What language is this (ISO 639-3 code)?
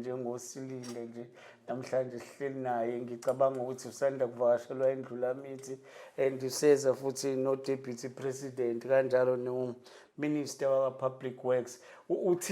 zul